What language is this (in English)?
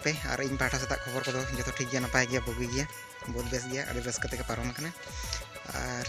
Santali